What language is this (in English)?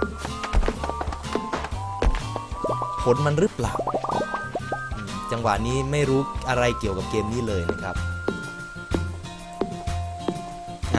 Thai